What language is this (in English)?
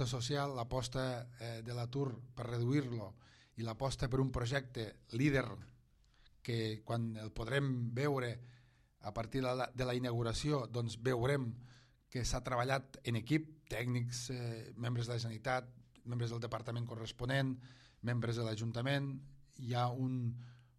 Catalan